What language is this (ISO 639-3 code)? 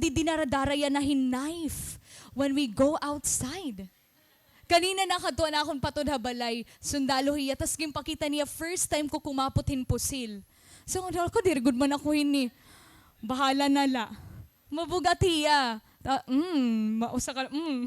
war